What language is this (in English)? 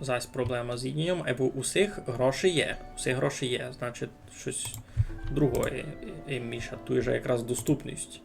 Rusyn